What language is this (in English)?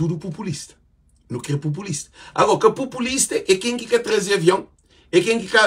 Kabuverdianu